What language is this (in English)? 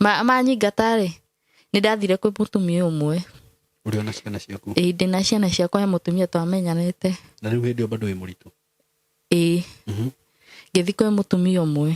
Kikuyu